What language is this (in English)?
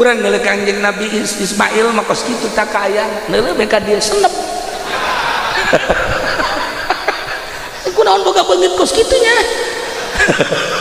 Sundanese